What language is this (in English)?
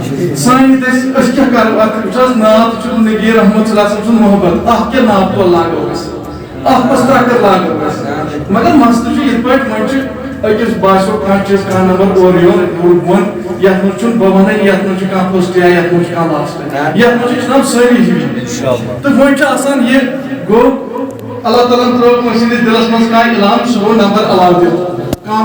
Kashmiri